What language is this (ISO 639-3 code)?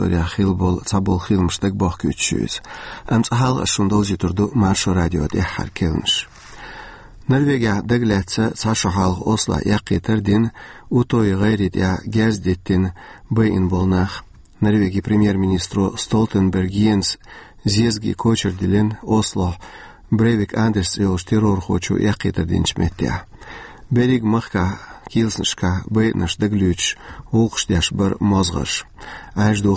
che